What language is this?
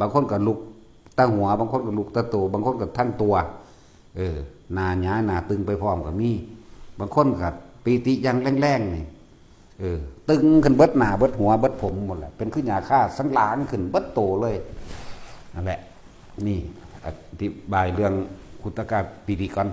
Northeastern Thai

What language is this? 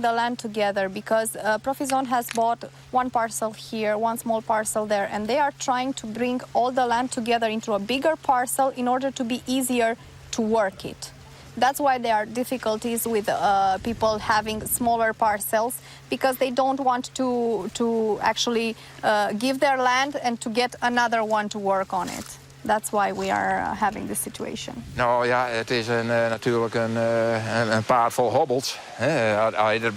Western Frisian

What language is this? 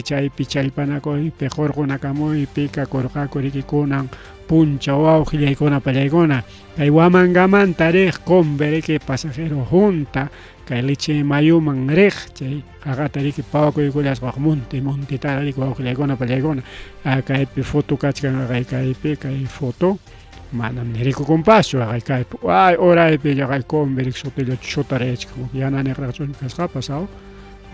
Ayacucho Quechua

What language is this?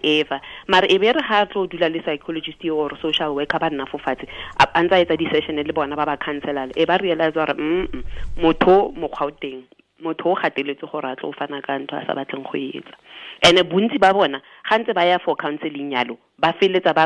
Tswana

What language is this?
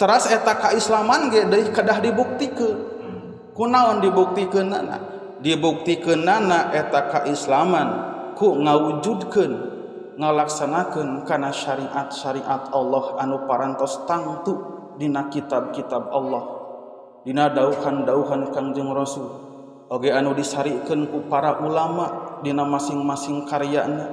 Sundanese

